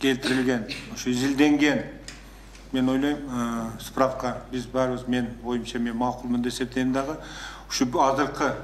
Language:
Kyrgyz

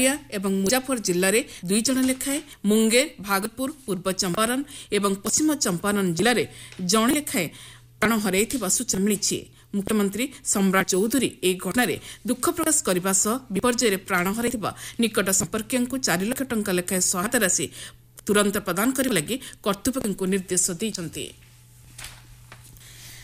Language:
Odia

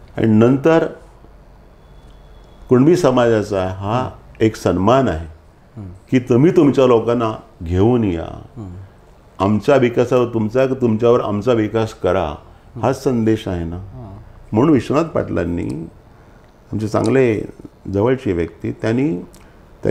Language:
Marathi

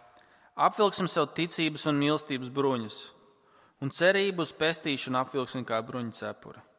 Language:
Latvian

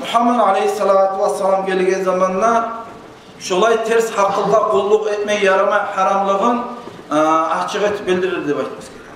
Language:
Kumyk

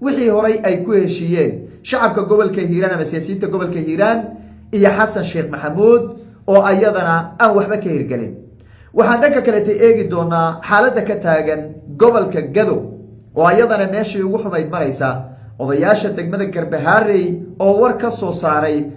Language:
Somali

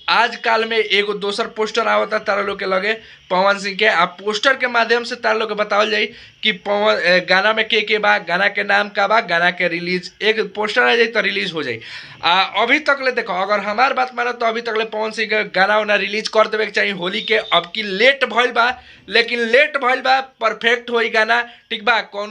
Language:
Bhojpuri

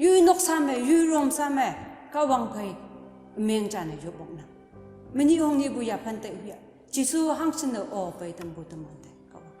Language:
Konyak Naga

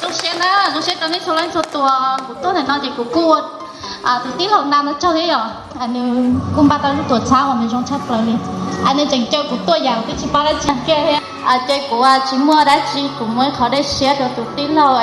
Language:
Hmong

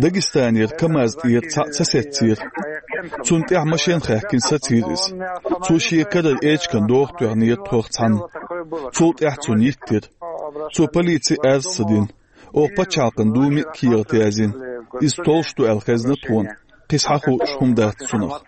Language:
Chechen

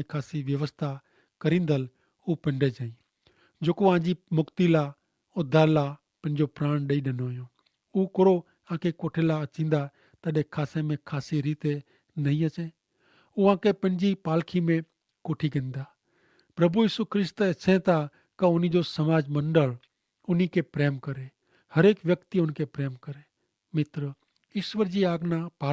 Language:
Kachhi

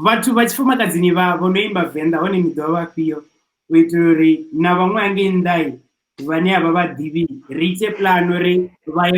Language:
Venda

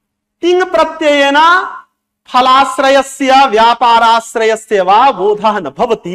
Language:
Sanskrit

